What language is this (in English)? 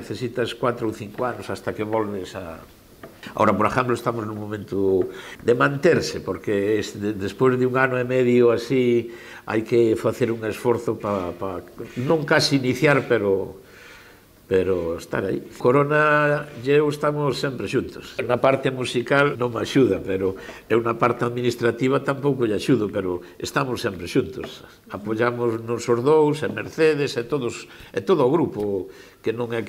Galician